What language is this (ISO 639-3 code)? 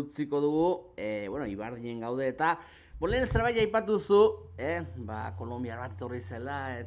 eus